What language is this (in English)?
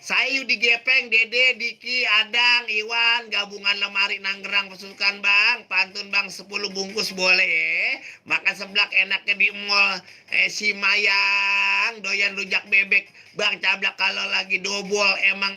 Betawi